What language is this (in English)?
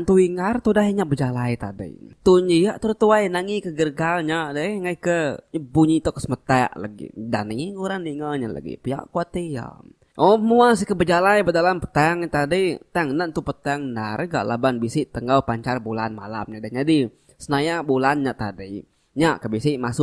Iban